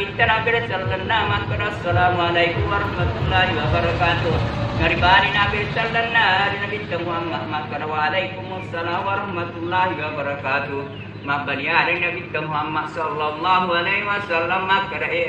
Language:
Buginese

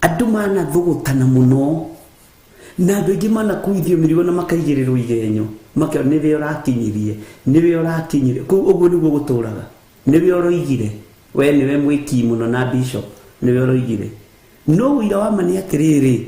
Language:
Kikuyu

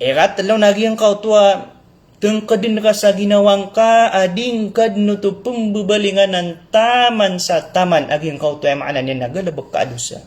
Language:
Maranao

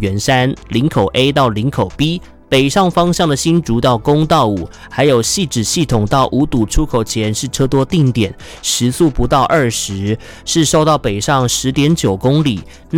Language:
Chinese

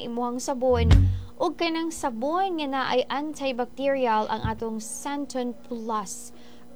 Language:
Cebuano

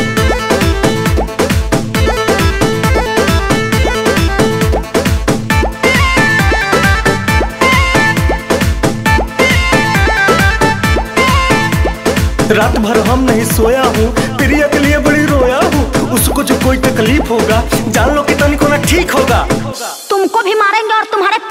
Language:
Bhojpuri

